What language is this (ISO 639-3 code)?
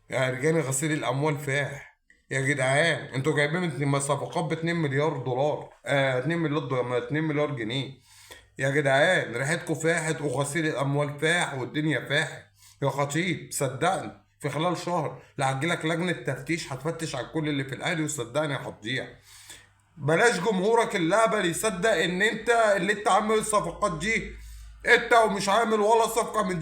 arz